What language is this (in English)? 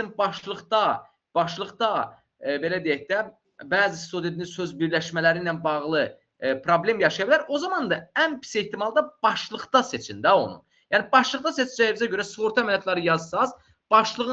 Azerbaijani